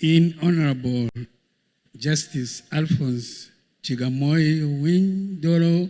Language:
Acoli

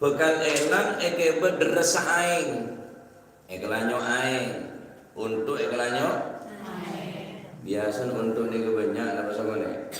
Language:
Madurese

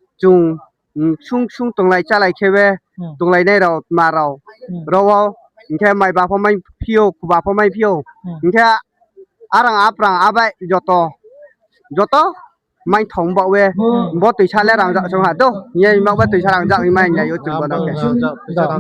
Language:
Riang (India)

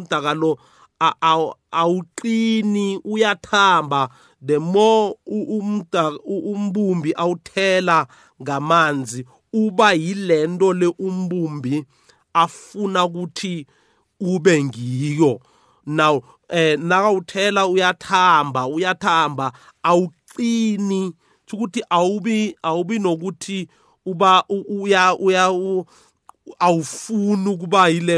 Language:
South Ndebele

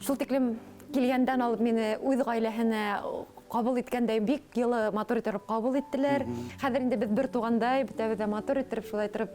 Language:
Bashkir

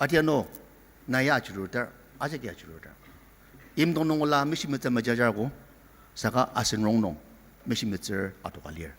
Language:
Ao Naga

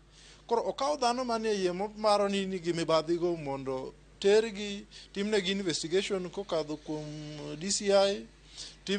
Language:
Luo (Kenya and Tanzania)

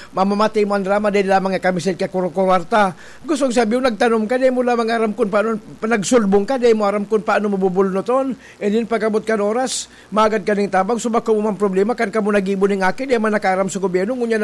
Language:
Bikol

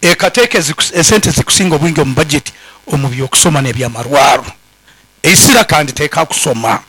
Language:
Nyankole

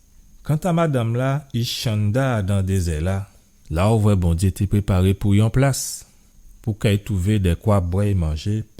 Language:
Guadeloupean Creole French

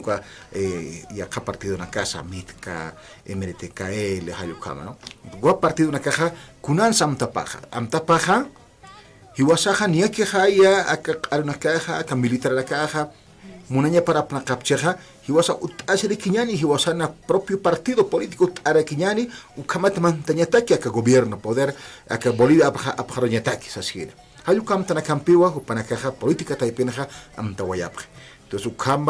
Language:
Aymara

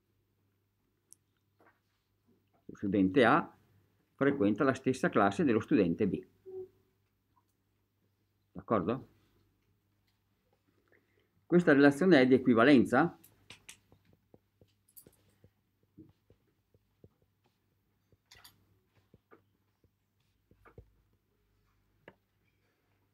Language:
Italian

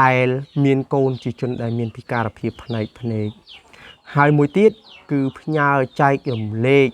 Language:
Khmer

